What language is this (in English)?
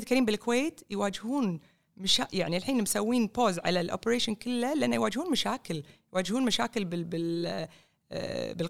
Gulf Arabic